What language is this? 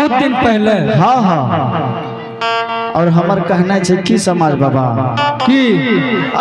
Angika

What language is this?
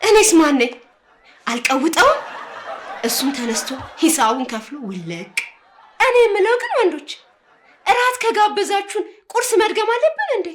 Amharic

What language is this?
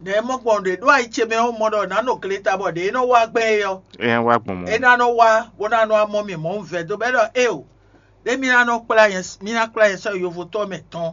Fon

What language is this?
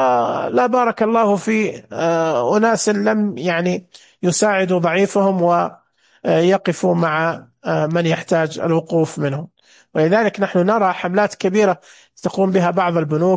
Najdi Arabic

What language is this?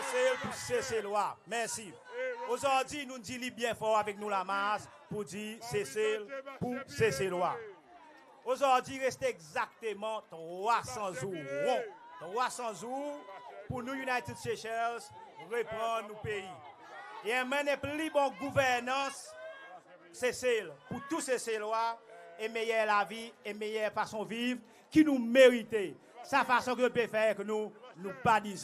Seselwa Creole French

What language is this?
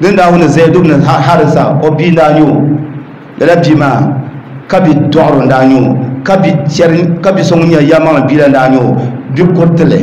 Dagbani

